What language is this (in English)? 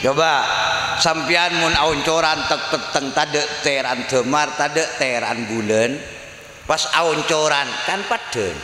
Madurese